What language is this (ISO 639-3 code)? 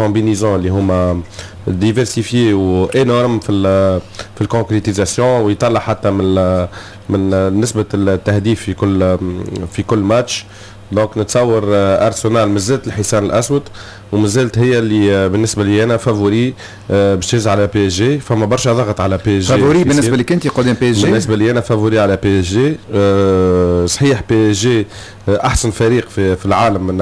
aeb